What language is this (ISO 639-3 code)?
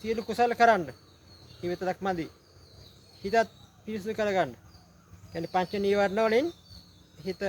sin